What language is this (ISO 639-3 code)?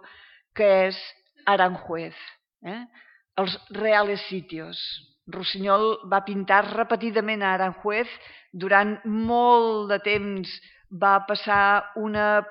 cat